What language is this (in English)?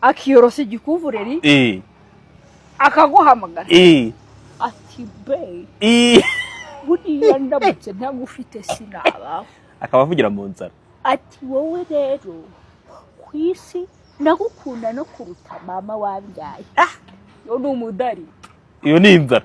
Kinyarwanda